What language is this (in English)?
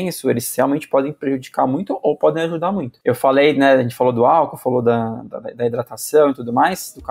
Portuguese